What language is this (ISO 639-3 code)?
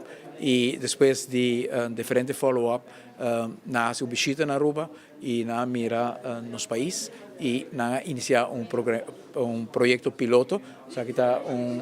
pap